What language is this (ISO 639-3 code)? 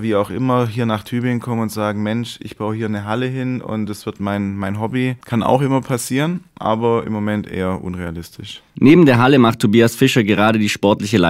deu